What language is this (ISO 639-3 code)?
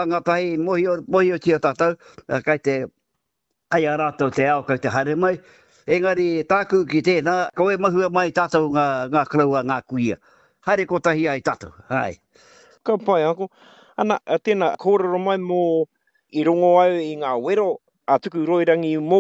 mri